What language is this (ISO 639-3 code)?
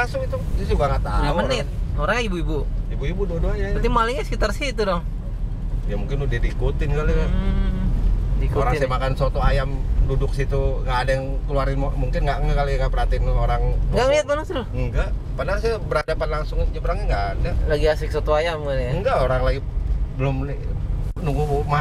ind